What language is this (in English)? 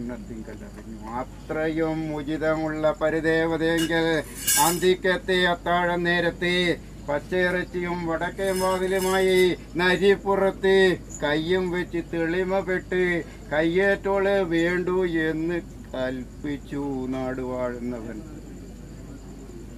Malayalam